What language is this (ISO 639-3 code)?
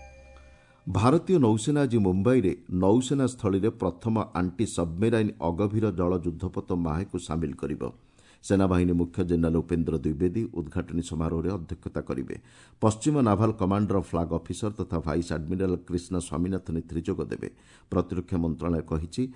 ori